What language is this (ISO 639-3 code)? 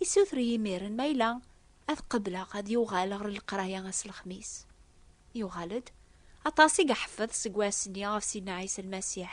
kab